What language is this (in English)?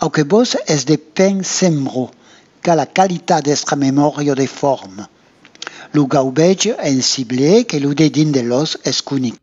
Occitan